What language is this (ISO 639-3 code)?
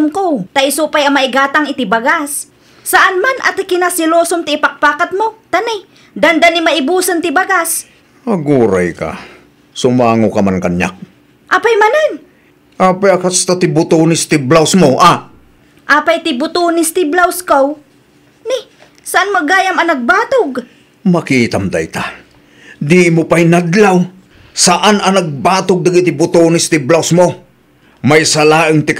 ilo